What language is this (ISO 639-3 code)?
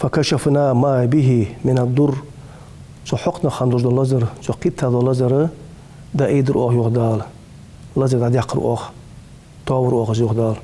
inh